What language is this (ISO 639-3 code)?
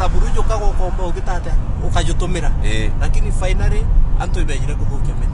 mer